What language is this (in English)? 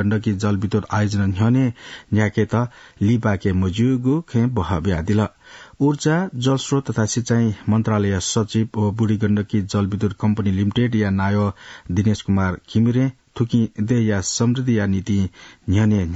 Newari